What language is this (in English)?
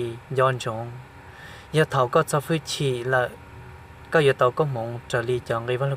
Hmong